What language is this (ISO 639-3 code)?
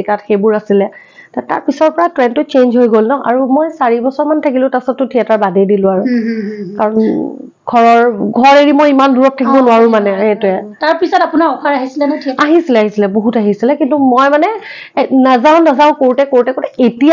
asm